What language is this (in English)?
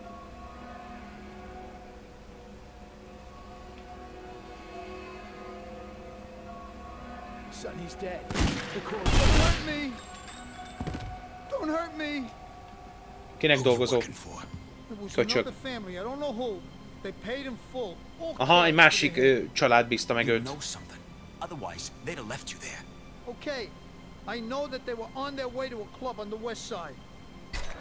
Hungarian